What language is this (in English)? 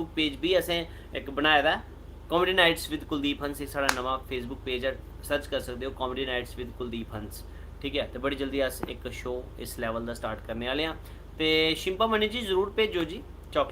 Dogri